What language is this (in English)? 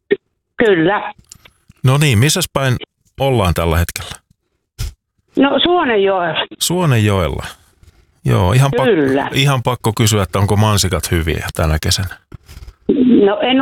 Finnish